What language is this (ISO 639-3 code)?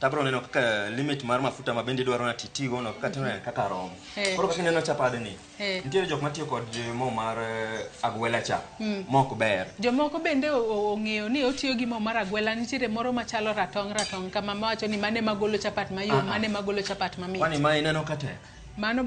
luo